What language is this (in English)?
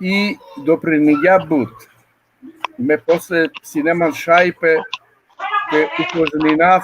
Balkan Romani